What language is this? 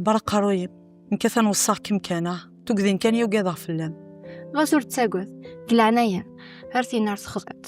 Kabyle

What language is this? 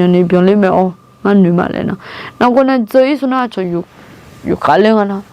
Akha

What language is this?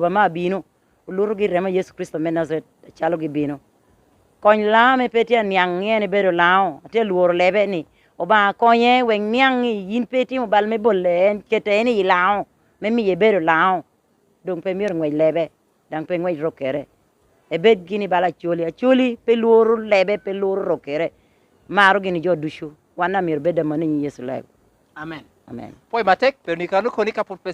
Lango (Uganda)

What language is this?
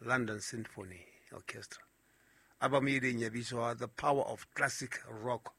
Southern Sotho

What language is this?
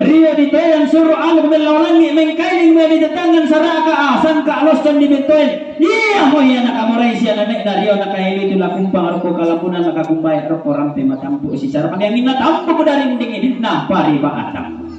Toraja-Sa'dan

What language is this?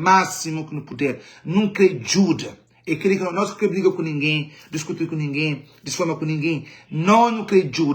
Kabuverdianu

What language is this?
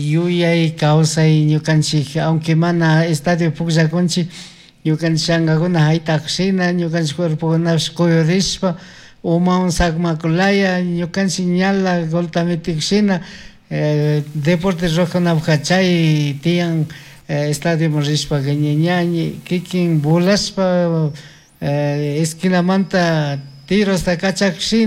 Chimborazo Highland Quichua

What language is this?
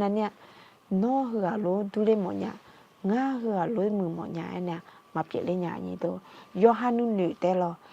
Akha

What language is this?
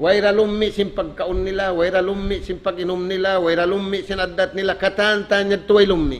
Tausug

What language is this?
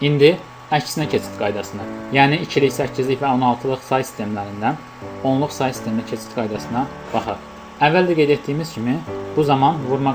Azerbaijani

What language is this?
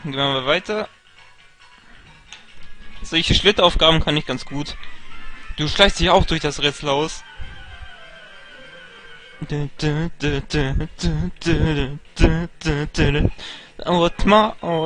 German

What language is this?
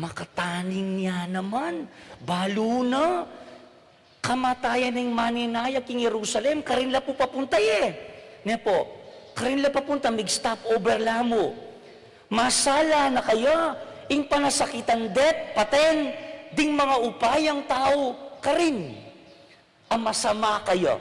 Pampanga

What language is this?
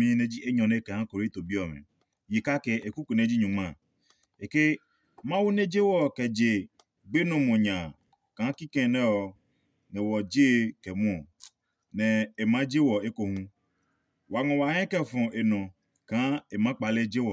Adangme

